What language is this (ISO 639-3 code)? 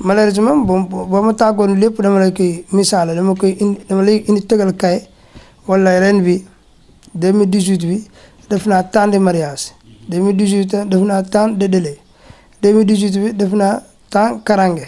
wol